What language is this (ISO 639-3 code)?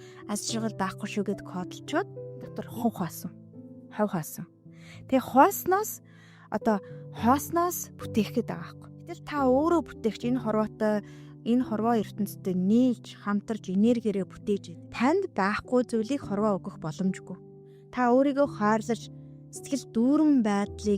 mon